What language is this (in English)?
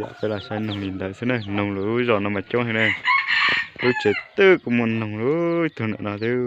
Hmong